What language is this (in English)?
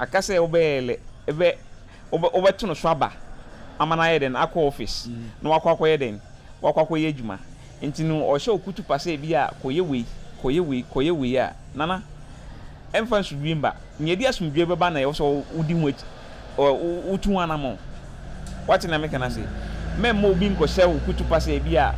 Akan